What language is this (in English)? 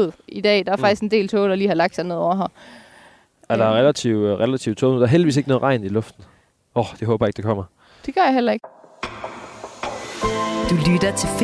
Danish